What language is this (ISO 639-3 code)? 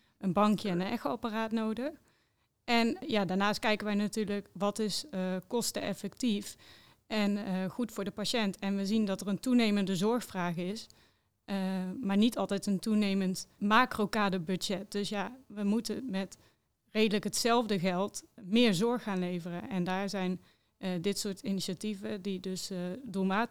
nld